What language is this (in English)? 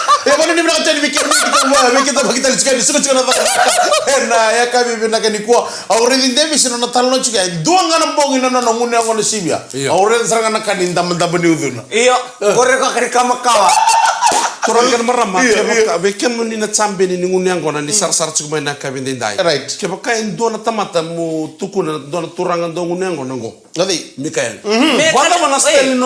Fijian